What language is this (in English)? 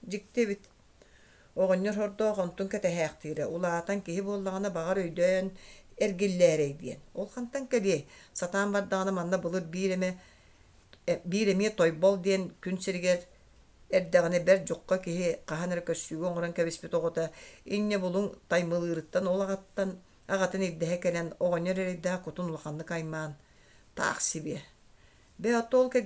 Yakut